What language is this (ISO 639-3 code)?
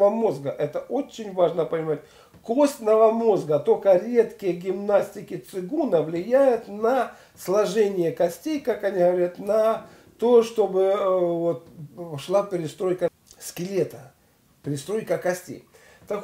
rus